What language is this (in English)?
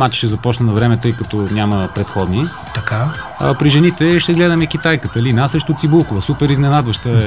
Bulgarian